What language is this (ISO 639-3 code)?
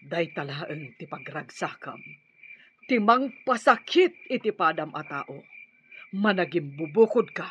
ilo